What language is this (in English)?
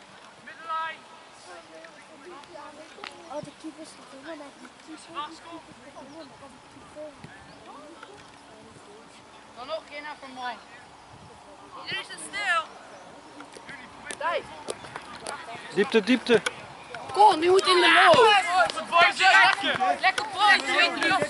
Dutch